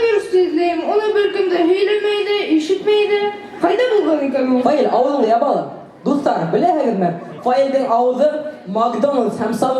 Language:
Bashkir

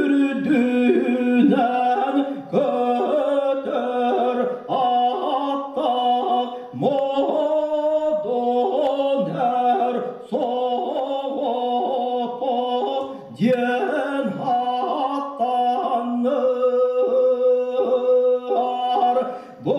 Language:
Yakut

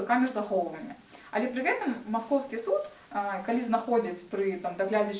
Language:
Belarusian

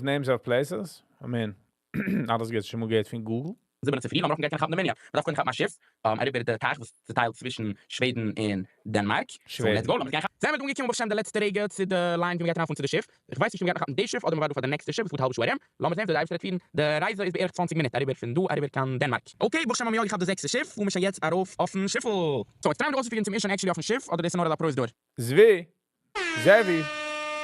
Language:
Yiddish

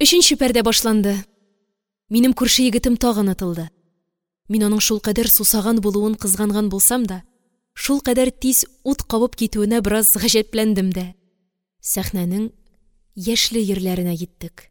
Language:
Tatar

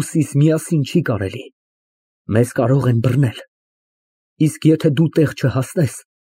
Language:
Armenian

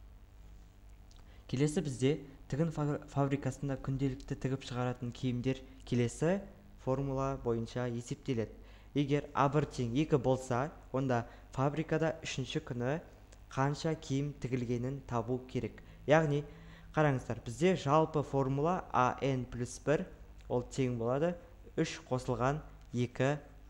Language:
Kazakh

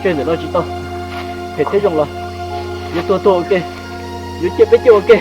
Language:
Hmong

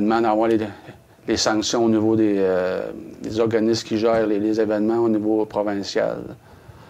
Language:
French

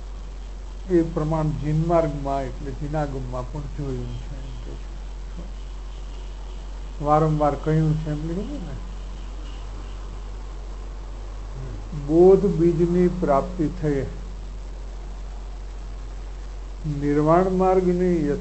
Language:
Gujarati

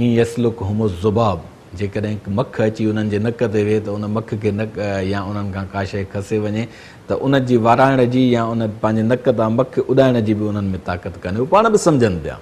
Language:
Sindhi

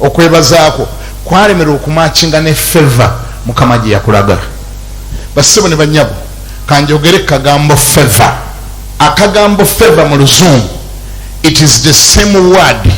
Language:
Ganda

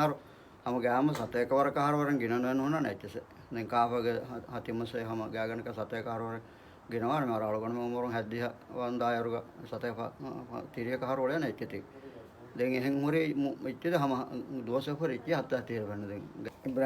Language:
Divehi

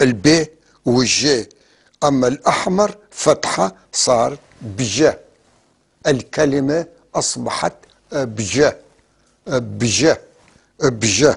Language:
North Levantine Arabic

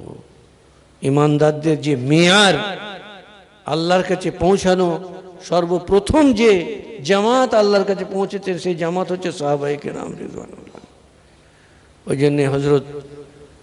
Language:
Bangla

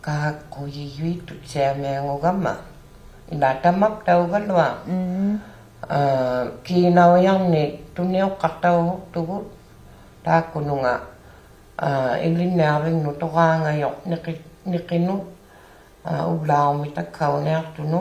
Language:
Inuktitut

